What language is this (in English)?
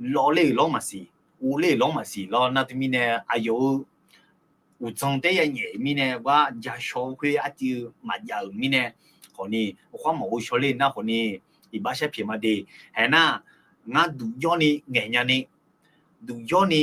Akha